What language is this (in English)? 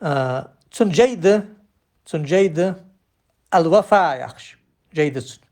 Ingush